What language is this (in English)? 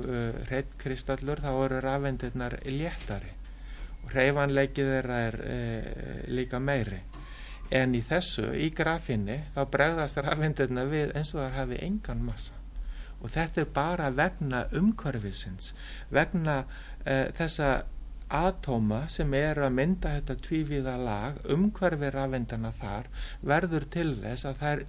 Icelandic